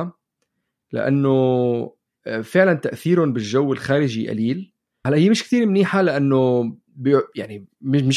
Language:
North Levantine Arabic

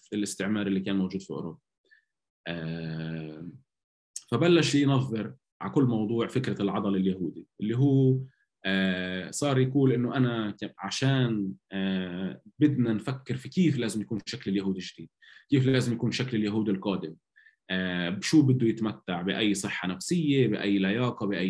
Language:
North Levantine Arabic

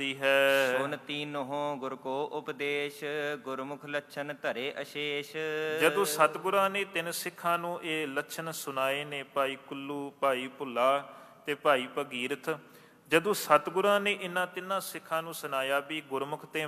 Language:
Punjabi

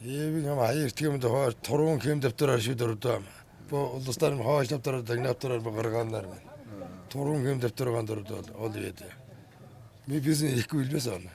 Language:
Tuvinian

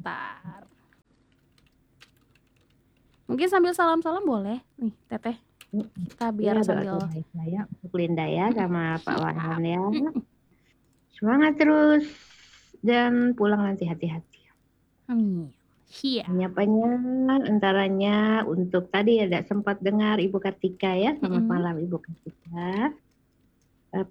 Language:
Indonesian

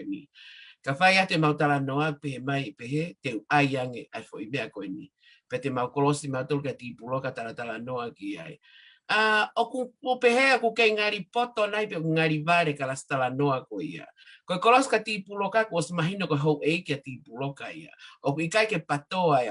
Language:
Tongan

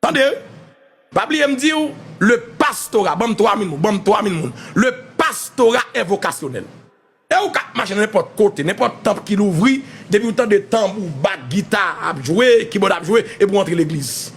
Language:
Haitian Creole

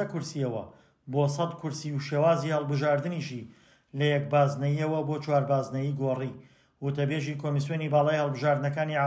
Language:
Central Kurdish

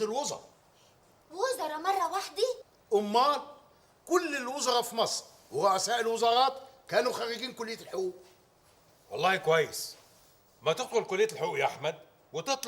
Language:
Egyptian Arabic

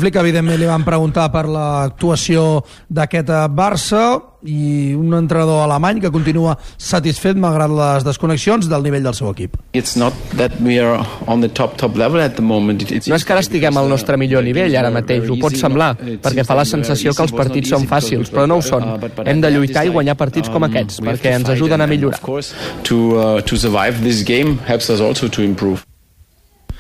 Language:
Catalan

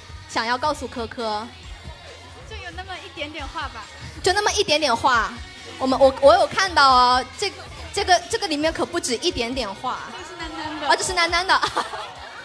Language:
Chinese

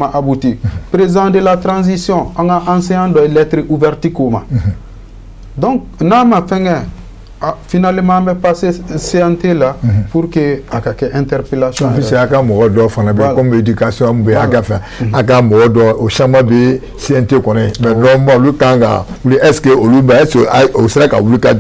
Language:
Bambara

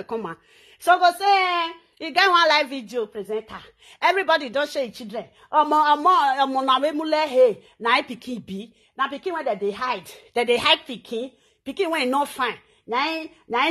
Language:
Nigerian Pidgin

